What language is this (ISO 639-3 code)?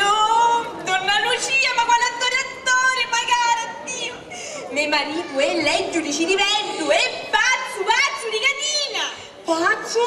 scn